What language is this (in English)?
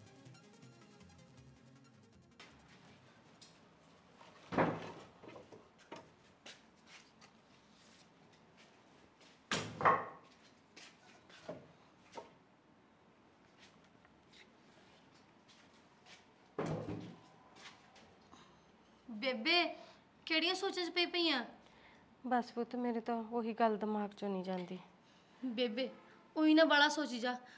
Punjabi